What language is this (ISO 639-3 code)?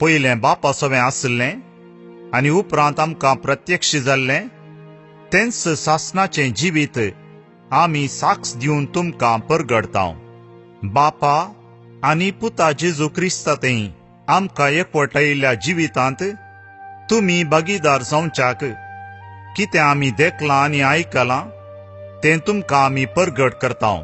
kok